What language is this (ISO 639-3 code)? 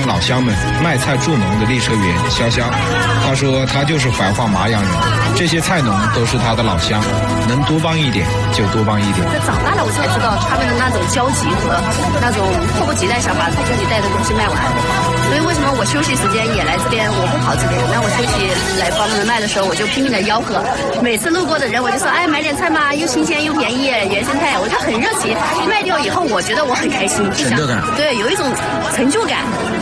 zho